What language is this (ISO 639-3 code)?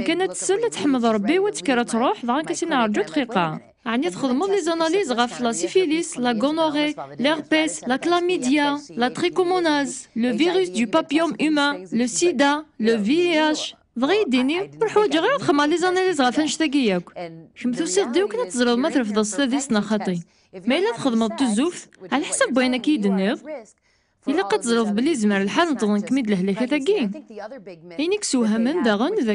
kab